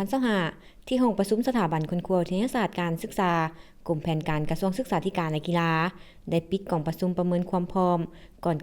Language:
Lao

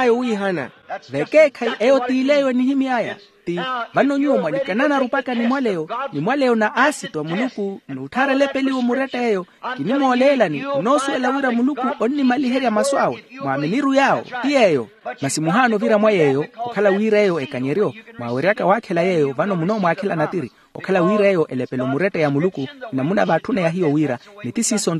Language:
Makhuwa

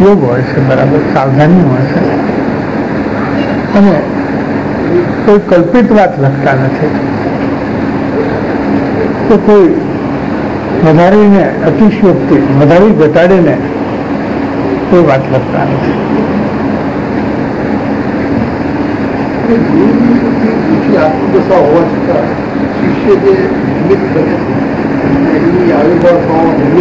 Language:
Gujarati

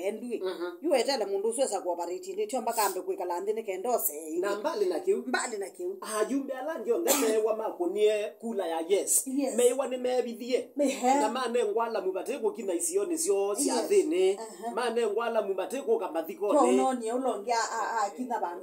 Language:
Kamba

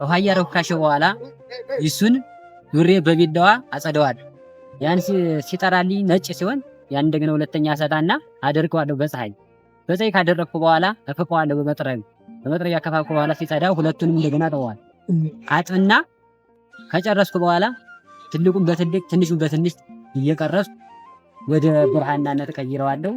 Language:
Amharic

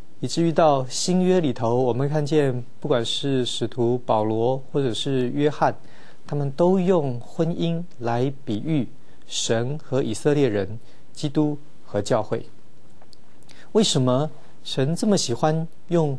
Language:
Chinese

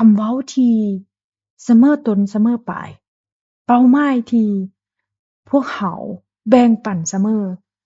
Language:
Lao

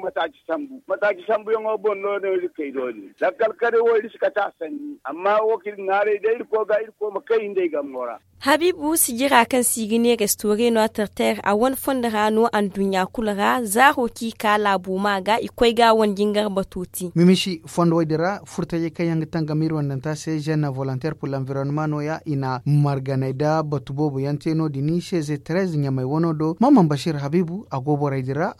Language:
Zarma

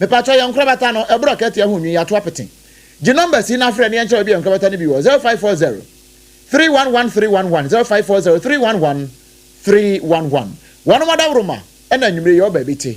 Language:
Akan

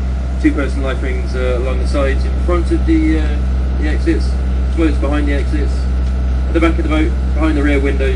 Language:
English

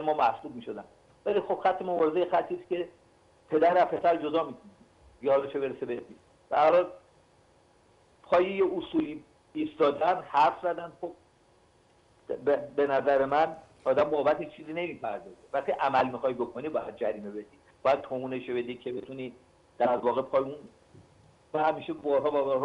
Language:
Persian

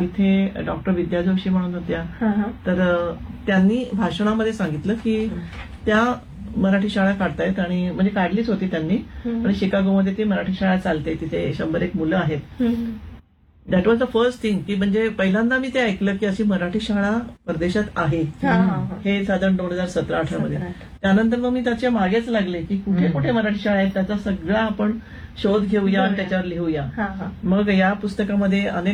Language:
Marathi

